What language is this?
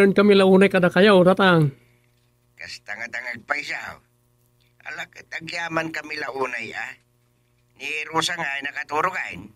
Iloko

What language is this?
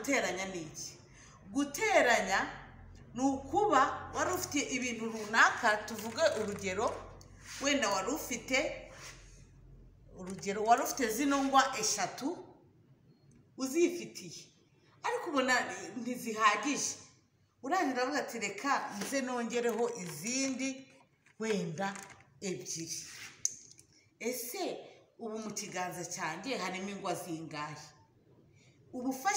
Kinyarwanda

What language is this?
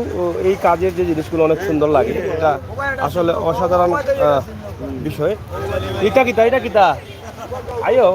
Sylheti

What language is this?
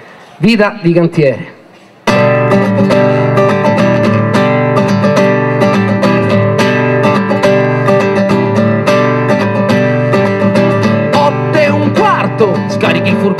Italian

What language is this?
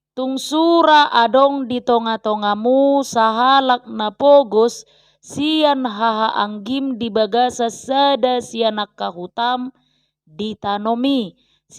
Batak Toba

